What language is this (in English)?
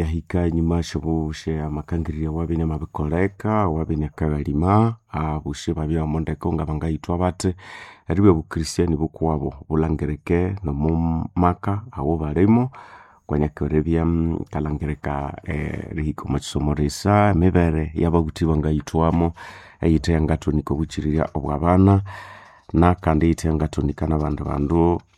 Nande